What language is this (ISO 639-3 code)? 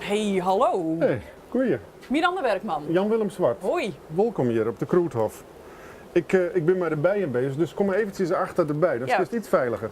fry